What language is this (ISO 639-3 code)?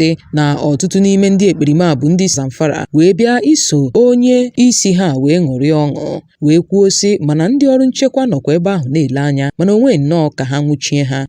ibo